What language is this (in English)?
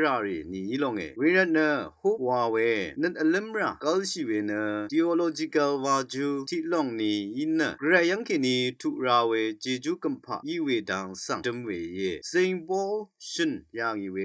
Rawang